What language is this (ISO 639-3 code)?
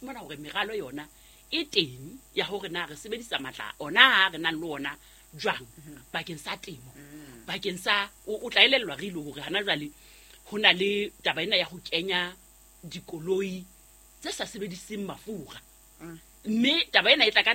sot